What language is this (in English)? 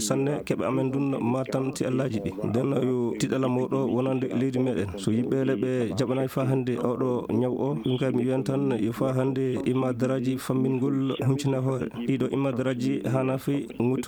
Nigerian Fulfulde